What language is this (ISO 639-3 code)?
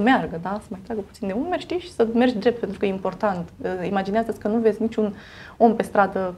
ron